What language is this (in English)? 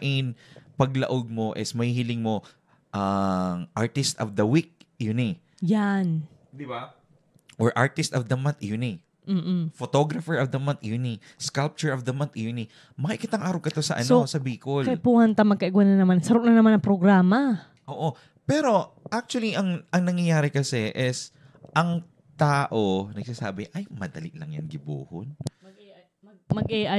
Bikol